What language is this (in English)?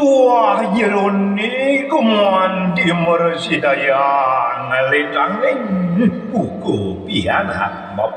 Balinese